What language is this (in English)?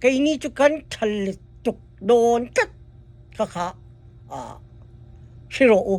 Hakha Chin